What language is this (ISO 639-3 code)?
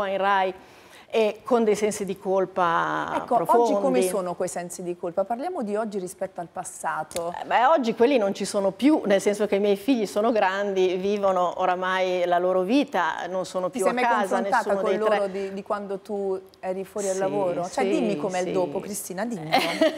ita